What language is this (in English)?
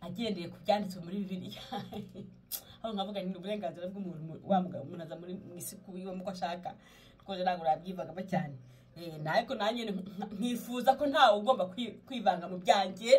Kinyarwanda